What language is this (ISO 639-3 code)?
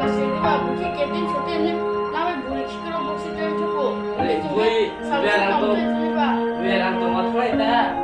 trp